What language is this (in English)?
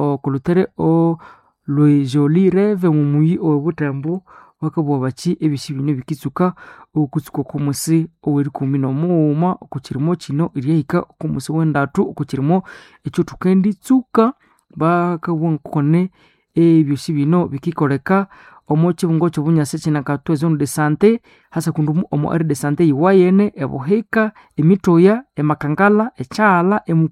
Nande